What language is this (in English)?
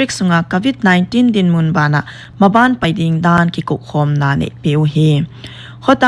Paite Chin